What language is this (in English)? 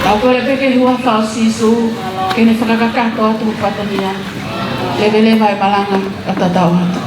Tongan